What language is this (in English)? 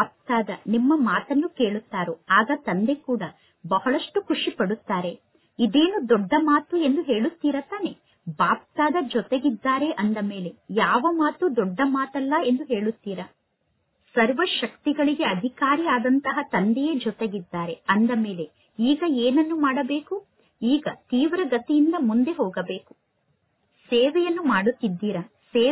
Kannada